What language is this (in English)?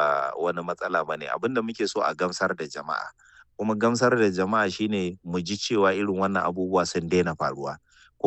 Hausa